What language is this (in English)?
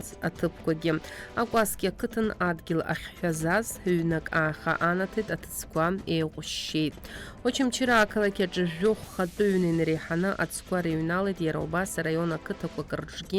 Abkhazian